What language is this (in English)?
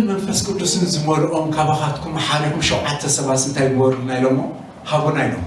Tigrinya